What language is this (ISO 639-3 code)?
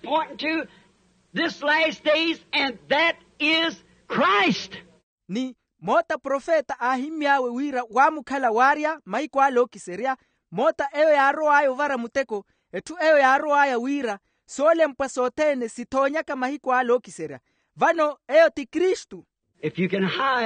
vmw